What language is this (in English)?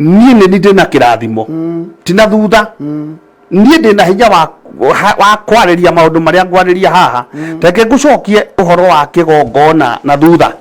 Kikuyu